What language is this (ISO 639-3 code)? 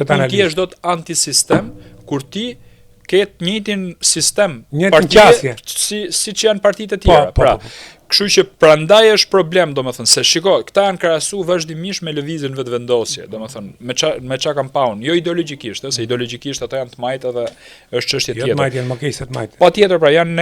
sqi